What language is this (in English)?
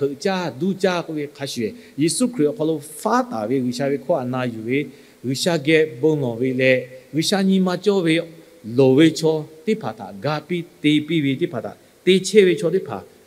Lahu